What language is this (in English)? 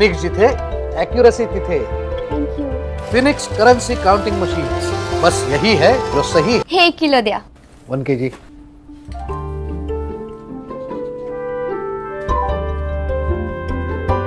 Marathi